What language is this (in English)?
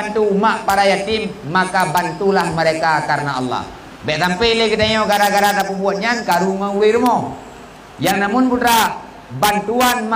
Achinese